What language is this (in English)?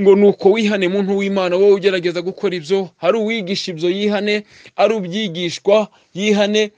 Kinyarwanda